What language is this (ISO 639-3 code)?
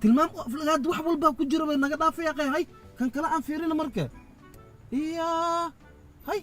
som